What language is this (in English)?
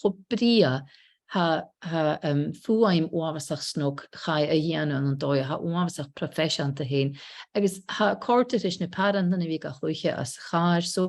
Scottish Gaelic